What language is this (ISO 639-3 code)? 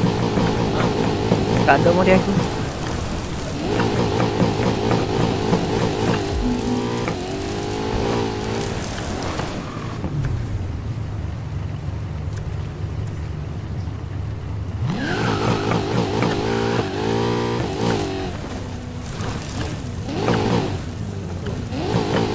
msa